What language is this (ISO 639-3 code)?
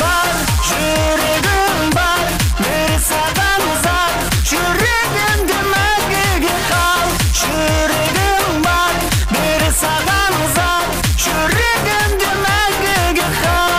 kaa